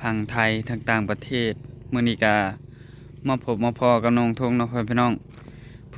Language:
Northeastern Thai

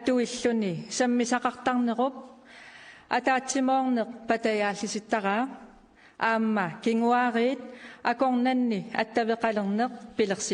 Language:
Kalaallisut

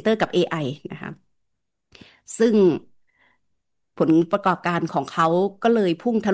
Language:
Thai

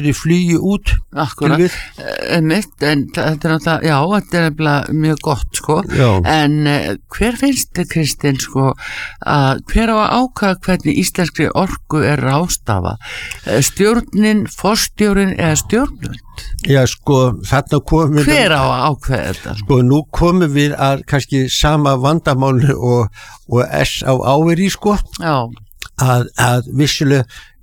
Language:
Icelandic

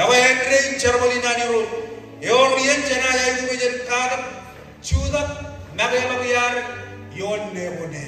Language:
Marshallese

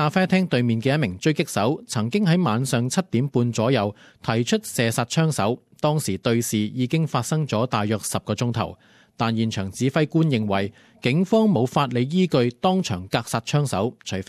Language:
Cantonese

